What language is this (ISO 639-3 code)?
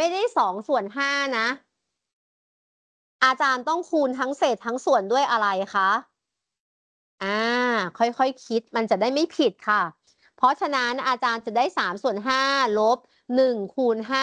tha